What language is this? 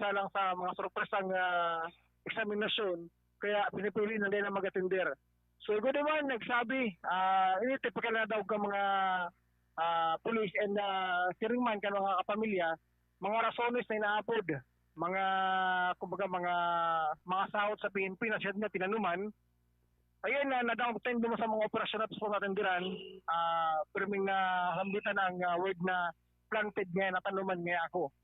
Bikol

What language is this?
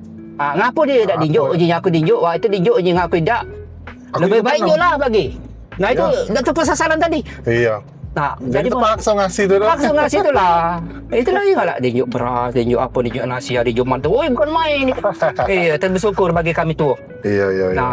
Musi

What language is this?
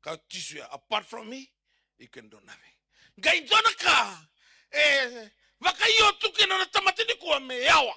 Fijian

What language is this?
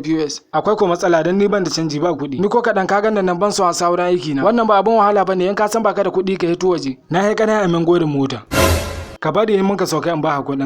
Hausa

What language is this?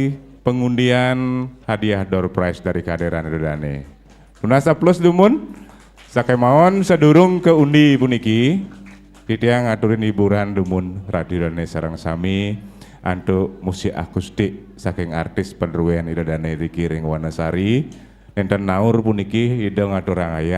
Balinese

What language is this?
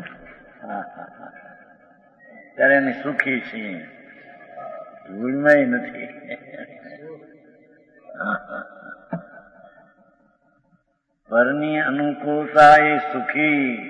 Gujarati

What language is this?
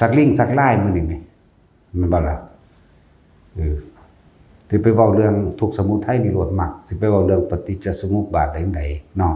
Northeastern Thai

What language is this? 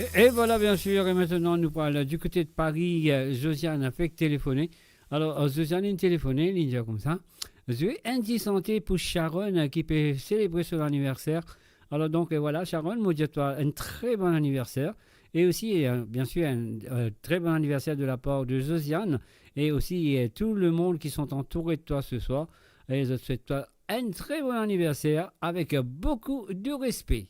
Morisyen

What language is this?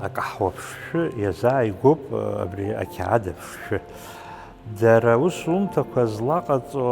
Abkhazian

